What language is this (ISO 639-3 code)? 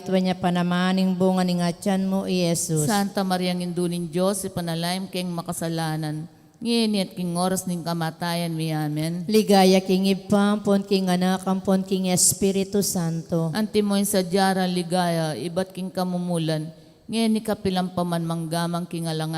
pam